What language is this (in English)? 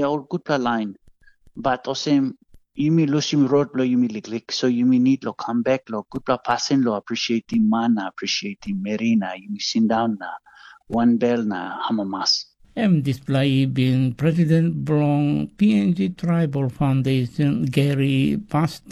Tok Pisin